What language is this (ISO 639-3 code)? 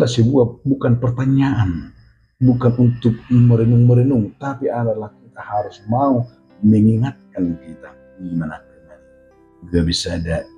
bbc